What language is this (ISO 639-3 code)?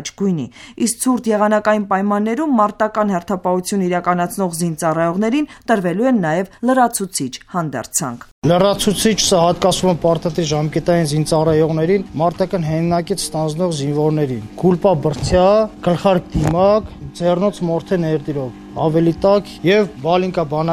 hye